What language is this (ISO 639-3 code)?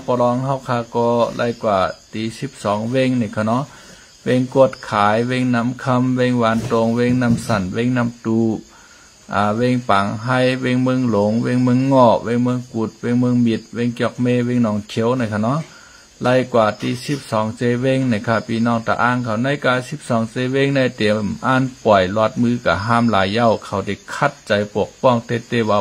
shn